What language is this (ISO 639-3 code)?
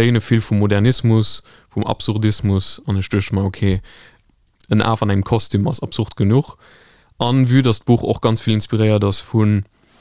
ltz